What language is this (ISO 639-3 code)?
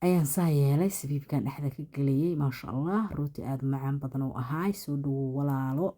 som